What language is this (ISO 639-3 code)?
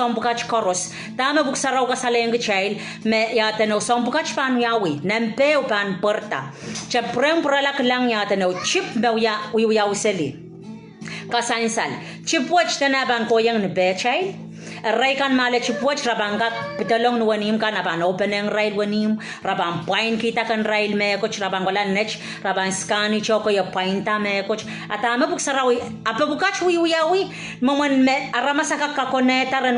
pon